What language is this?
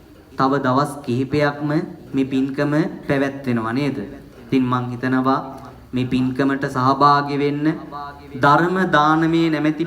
Sinhala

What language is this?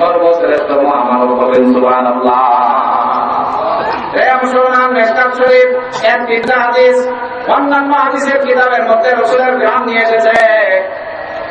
Bangla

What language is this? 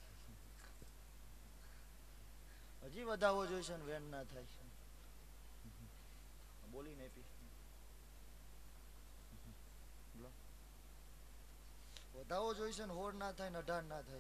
Gujarati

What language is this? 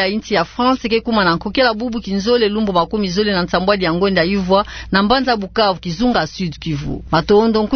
Kituba (Democratic Republic of Congo)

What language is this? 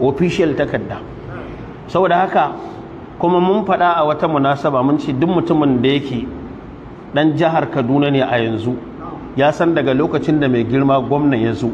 Hausa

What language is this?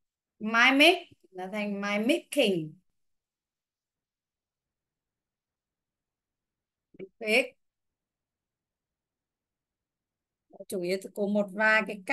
Vietnamese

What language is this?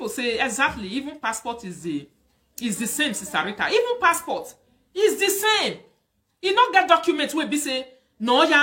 Nigerian Pidgin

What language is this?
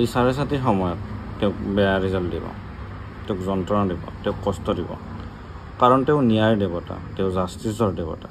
Assamese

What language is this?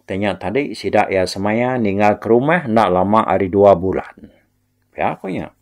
Iban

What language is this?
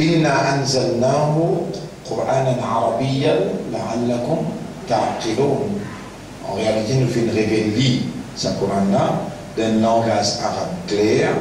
Morisyen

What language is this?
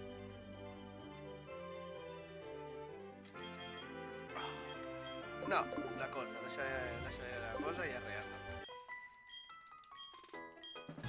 Catalan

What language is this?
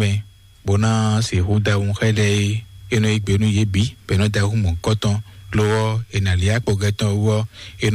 Fon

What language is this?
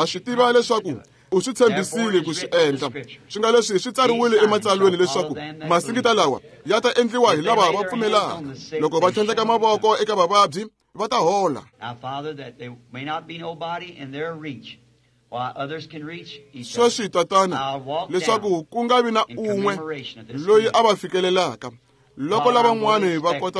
Tsonga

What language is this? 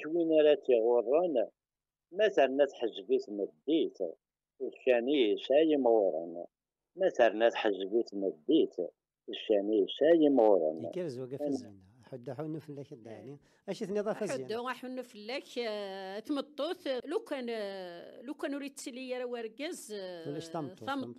Kabyle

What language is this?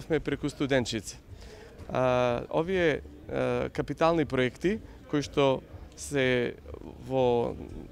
Macedonian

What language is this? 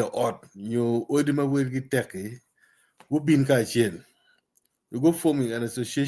Acoli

